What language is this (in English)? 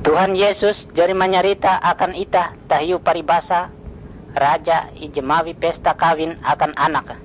Ngaju